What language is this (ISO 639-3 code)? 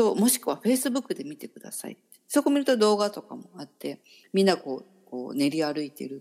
jpn